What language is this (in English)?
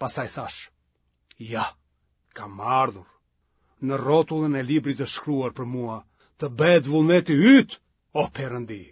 Albanian